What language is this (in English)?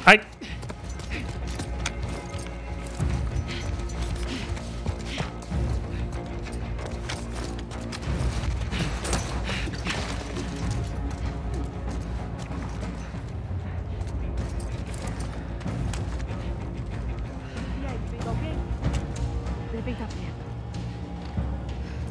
Portuguese